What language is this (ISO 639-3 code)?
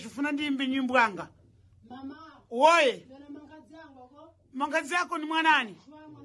seh